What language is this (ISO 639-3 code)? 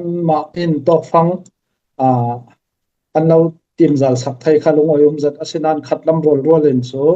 cfm